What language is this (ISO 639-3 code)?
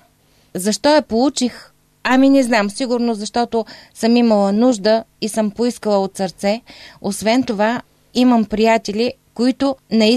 bul